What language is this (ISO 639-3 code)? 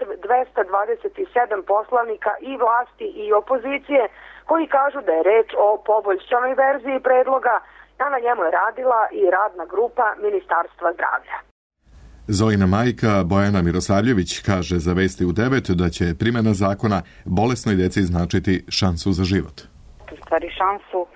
srp